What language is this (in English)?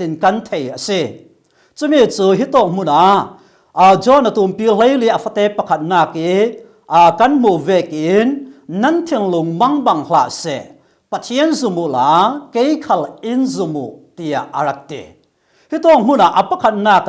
Falam Chin